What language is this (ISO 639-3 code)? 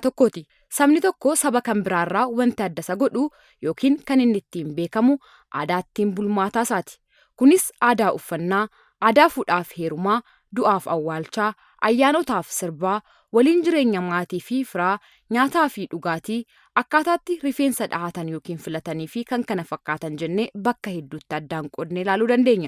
orm